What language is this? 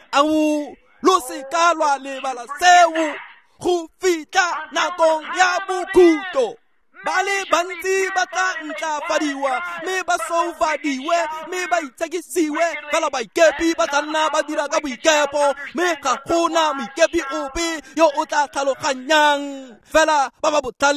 Tswana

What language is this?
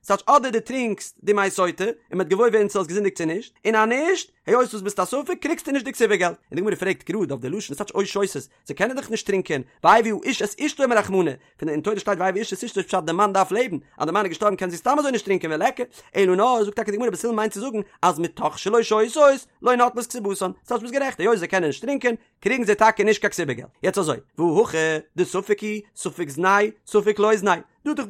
Yiddish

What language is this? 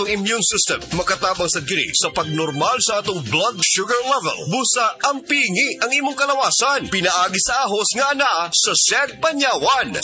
Cebuano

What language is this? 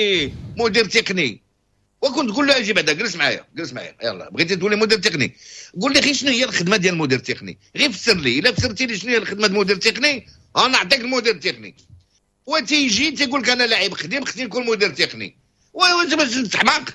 Moroccan Arabic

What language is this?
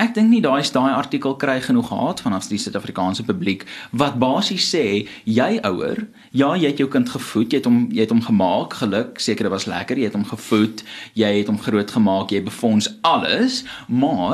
Afrikaans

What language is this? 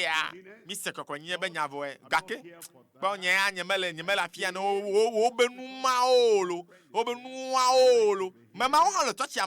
Ewe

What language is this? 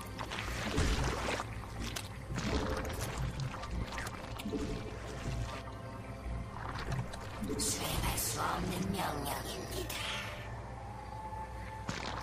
Korean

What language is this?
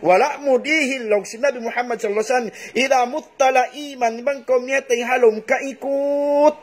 Tausug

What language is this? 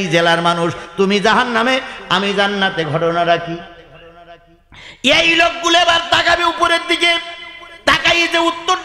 Bangla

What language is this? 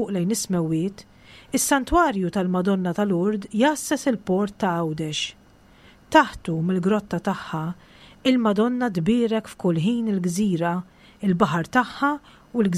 Maltese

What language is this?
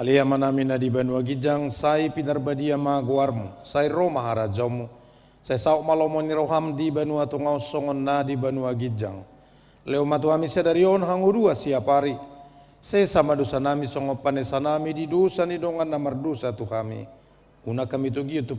Batak Toba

